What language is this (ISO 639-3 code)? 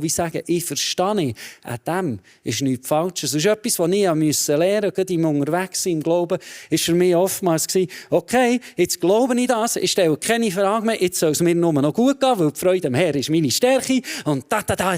gsw